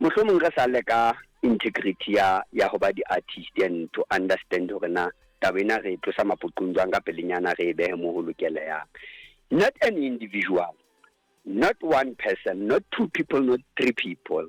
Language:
Southern Sotho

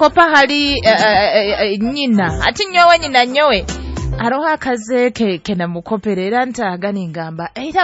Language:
Nyoro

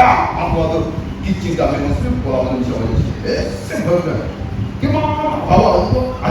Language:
Chokri Naga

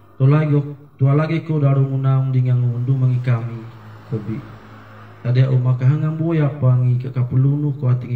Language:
Sangir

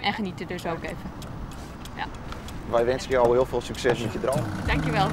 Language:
Western Frisian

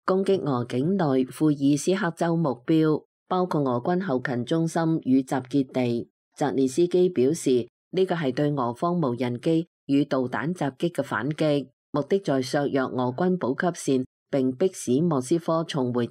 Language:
Cantonese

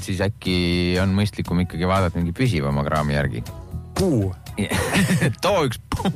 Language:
Estonian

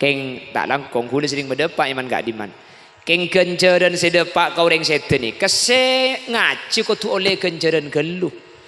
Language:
Madurese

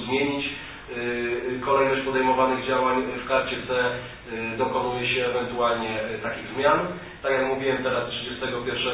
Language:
Polish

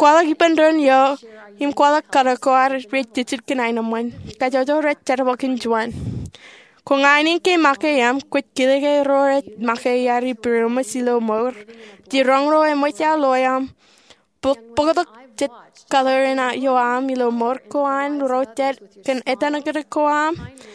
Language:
Marshallese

